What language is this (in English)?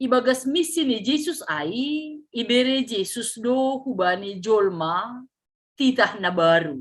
Batak Simalungun